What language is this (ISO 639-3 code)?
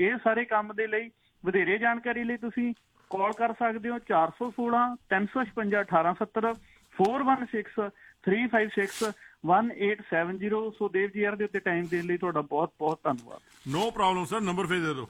pan